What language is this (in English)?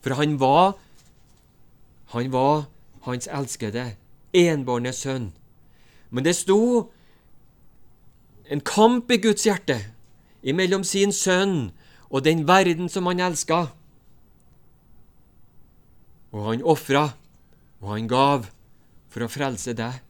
Norwegian